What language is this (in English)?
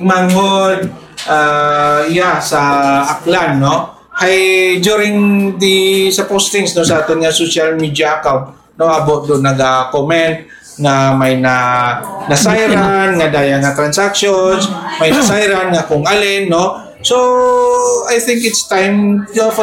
Hiligaynon